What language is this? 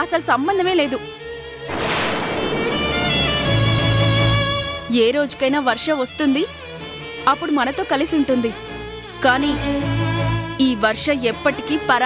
Telugu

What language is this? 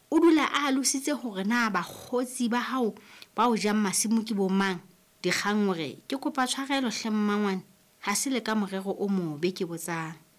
Southern Sotho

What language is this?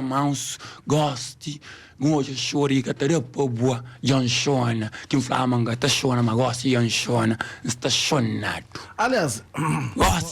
Kabuverdianu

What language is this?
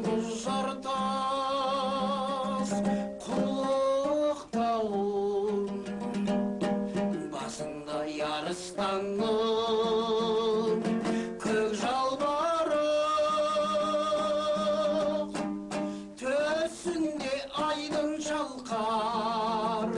Kazakh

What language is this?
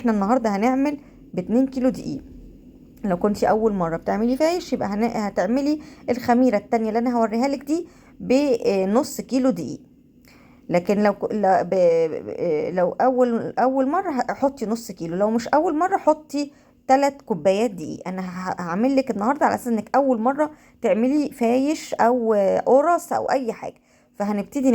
Egyptian Arabic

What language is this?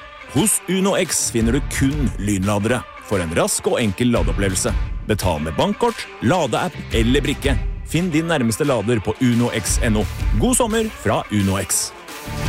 Norwegian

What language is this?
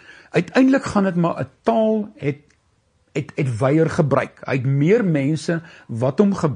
Afrikaans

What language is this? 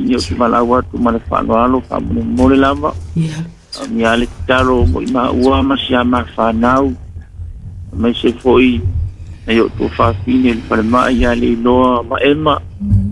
Samoan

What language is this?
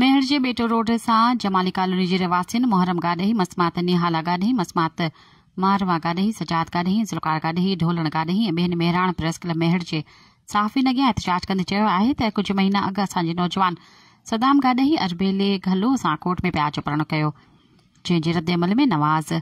Sindhi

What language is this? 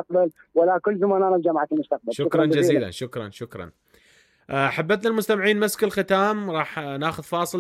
Mesopotamian Arabic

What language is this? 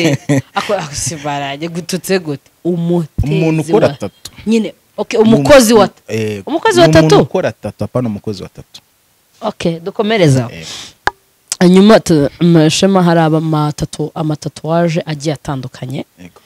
Kinyarwanda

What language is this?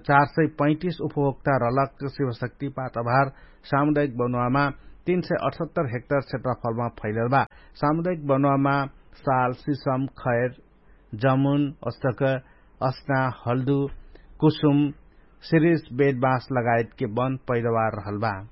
Dangaura Tharu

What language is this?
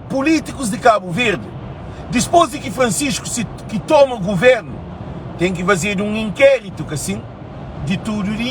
Kabuverdianu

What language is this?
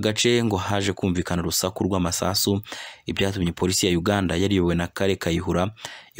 Kinyarwanda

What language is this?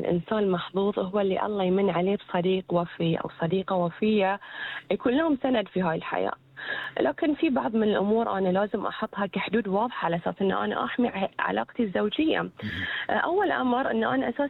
Gulf Arabic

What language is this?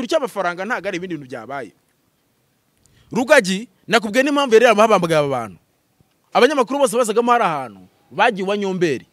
Kinyarwanda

